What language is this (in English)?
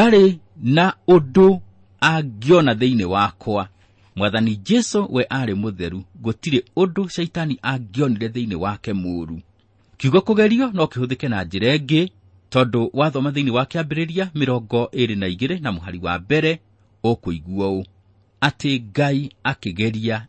Kikuyu